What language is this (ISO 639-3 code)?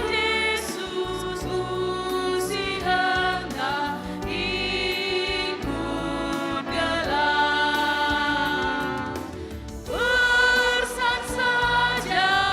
btx